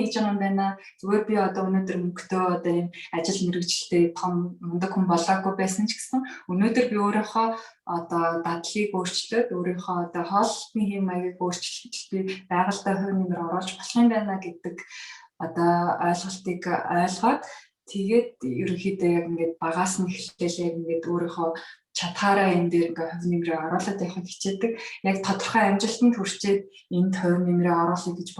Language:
Mongolian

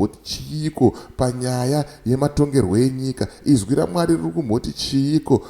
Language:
Shona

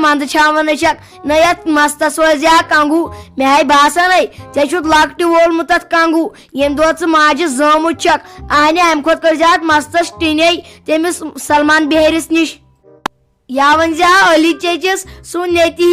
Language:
Kashmiri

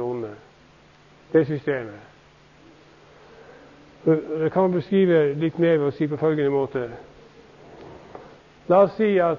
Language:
Norwegian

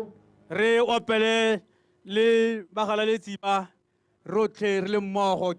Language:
Tswana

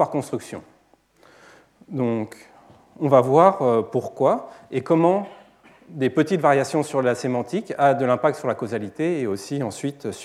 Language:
French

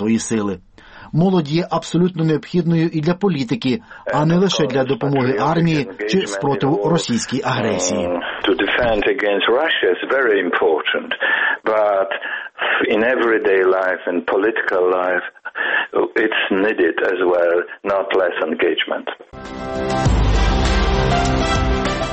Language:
Ukrainian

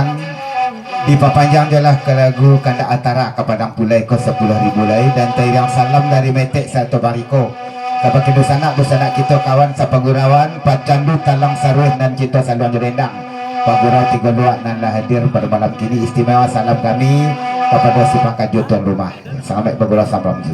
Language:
Minangkabau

